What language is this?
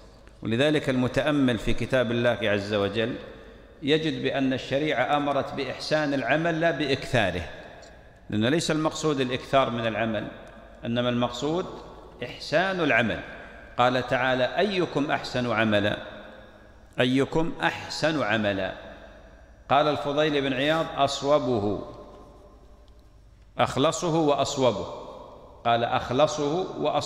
Arabic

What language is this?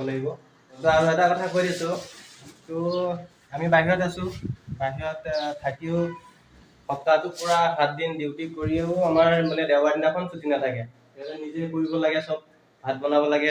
Assamese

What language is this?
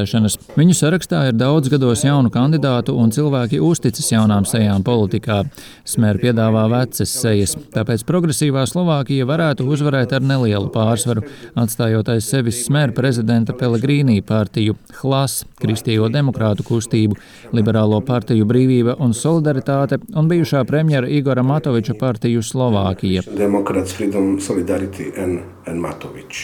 Latvian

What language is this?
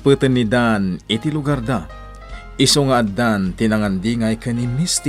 Iloko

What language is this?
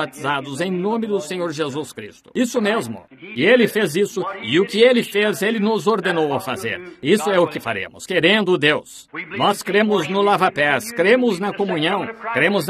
Portuguese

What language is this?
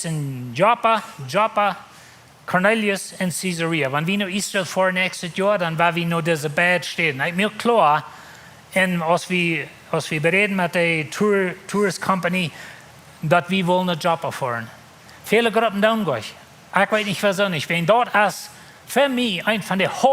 Plautdietsch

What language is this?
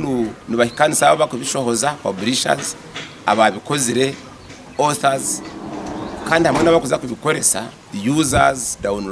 Nyankole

